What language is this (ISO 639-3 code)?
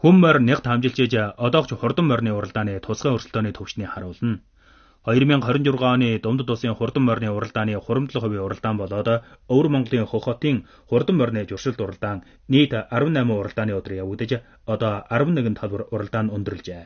mon